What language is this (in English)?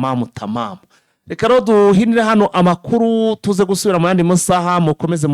Kinyarwanda